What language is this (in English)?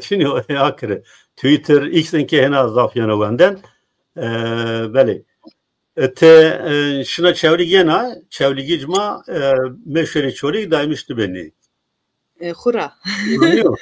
Zaza